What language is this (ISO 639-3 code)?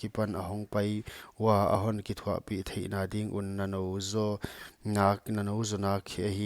pck